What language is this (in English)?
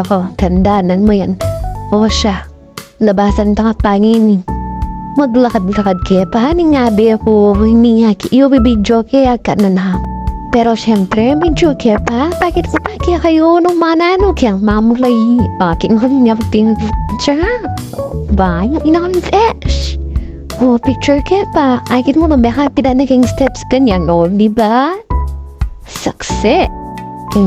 Pampanga